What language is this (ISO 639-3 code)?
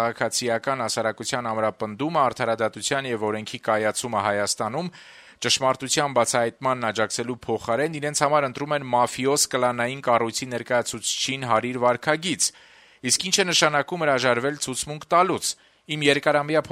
hye